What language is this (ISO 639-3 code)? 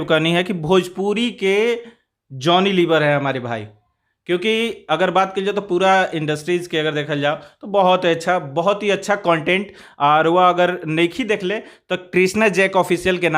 bho